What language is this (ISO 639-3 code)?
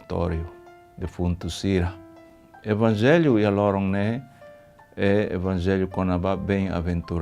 tet